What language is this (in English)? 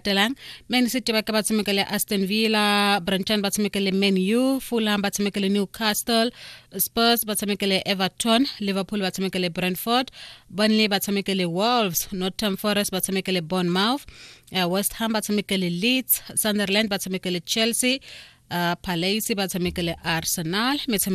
Tswana